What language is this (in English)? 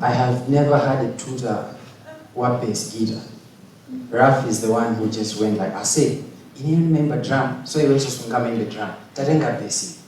Nyanja